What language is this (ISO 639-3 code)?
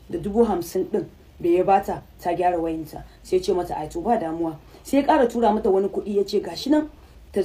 hau